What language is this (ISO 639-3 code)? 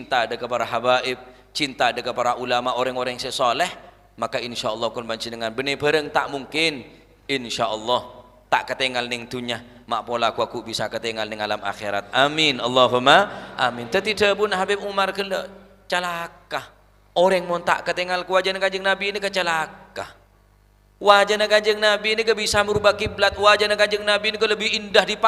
mad